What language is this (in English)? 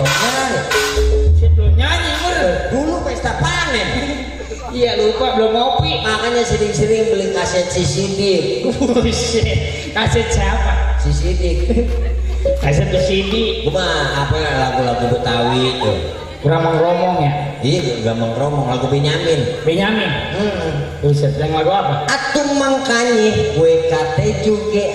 Betawi